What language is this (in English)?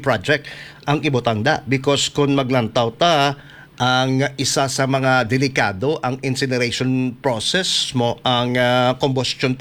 Hiligaynon